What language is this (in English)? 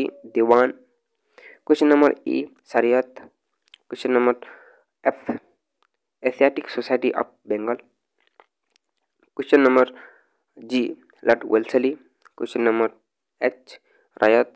Odia